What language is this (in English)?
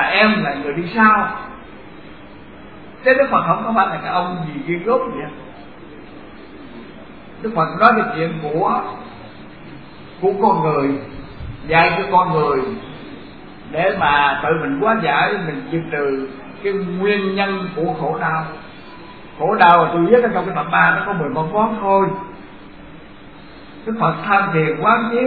Vietnamese